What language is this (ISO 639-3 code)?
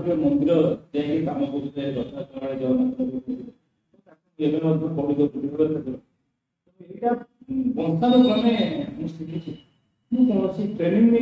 ori